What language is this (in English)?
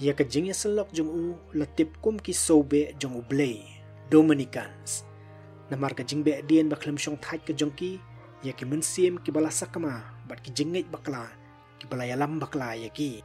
Khasi